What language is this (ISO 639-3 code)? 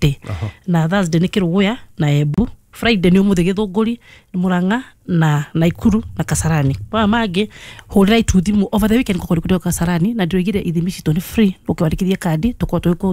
kik